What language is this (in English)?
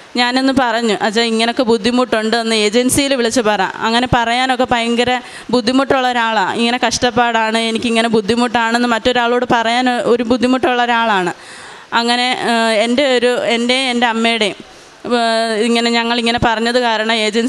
Malayalam